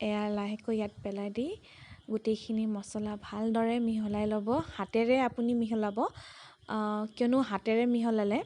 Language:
Assamese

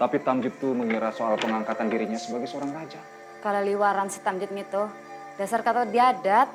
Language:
Banjar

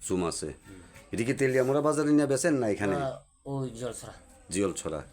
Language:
Kok Borok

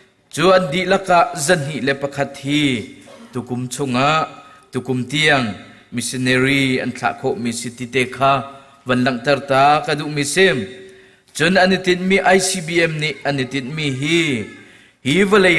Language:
Hakha Chin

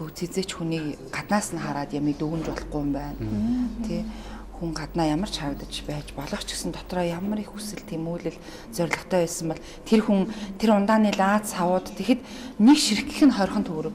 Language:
Mongolian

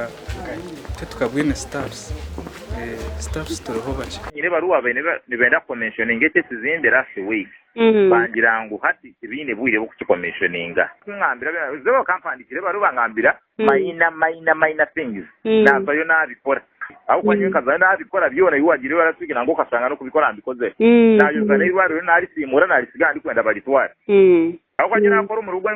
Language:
Nyankole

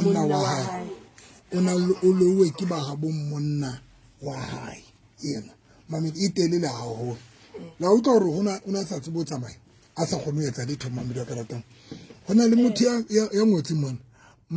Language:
Southern Sotho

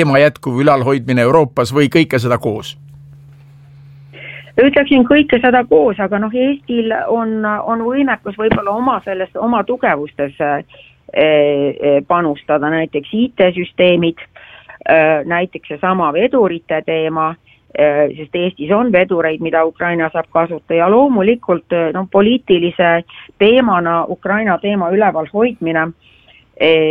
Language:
Estonian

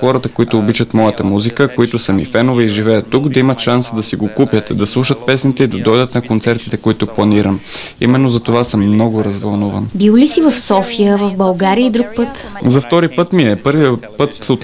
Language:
Bulgarian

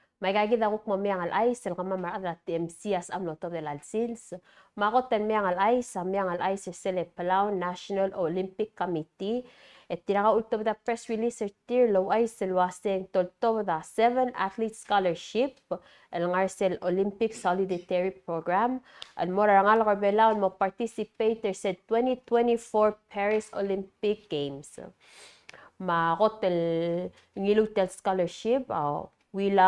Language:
Palauan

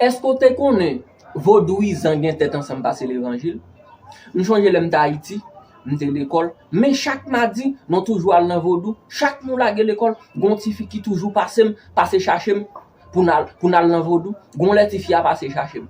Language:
Haitian Creole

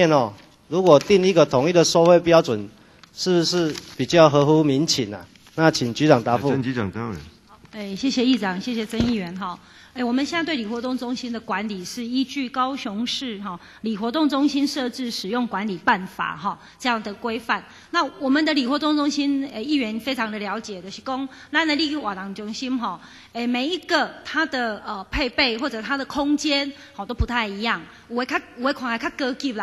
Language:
Chinese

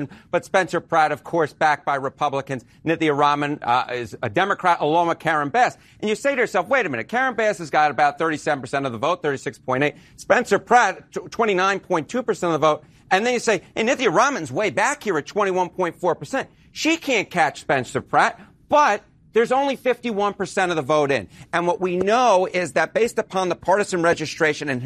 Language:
English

